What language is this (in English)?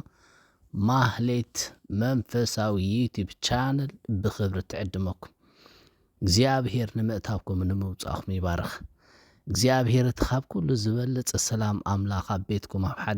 Tigrinya